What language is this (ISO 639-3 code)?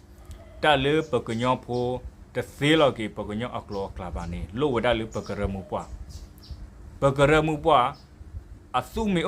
ksw